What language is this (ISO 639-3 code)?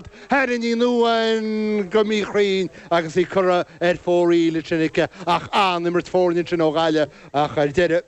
gle